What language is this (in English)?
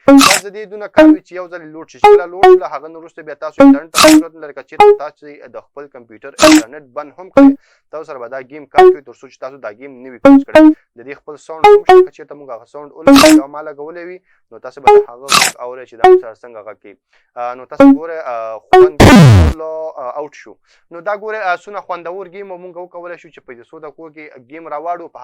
Pashto